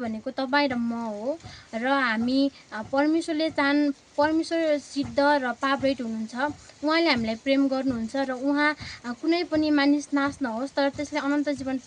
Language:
Nepali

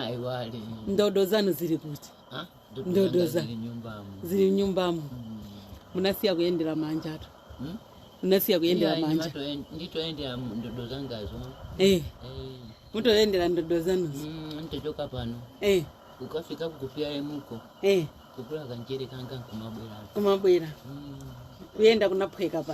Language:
Nyanja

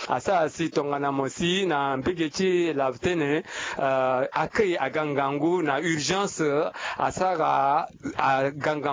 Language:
Sango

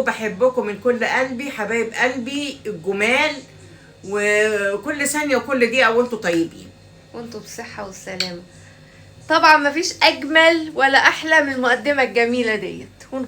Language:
Egyptian Arabic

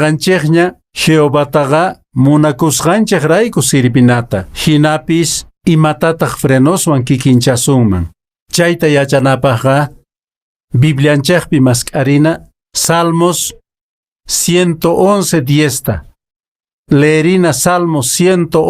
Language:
Quechua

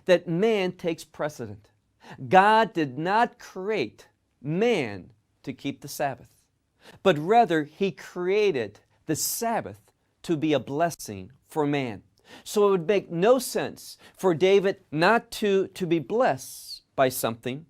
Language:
English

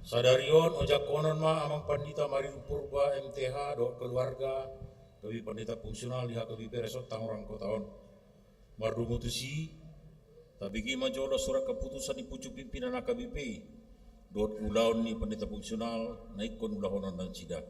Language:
Batak Toba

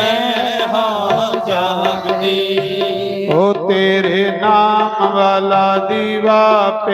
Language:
Dogri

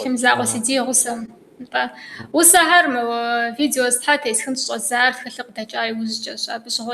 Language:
Kabardian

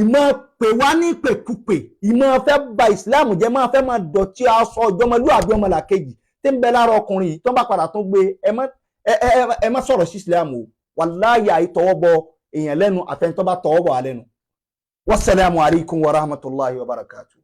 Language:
Yoruba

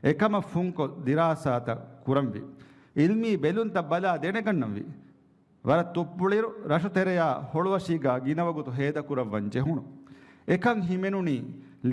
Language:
Divehi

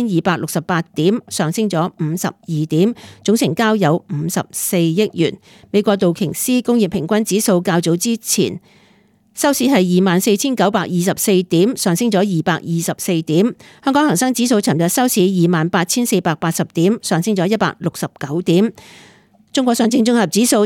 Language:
Cantonese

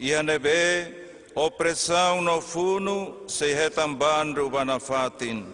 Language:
Tetum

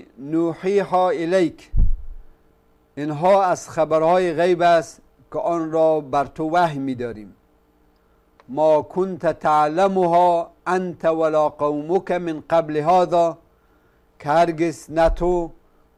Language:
Persian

